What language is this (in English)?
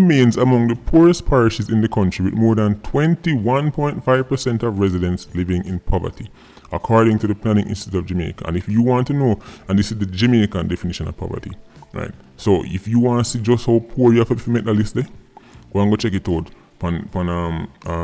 Jamaican Creole English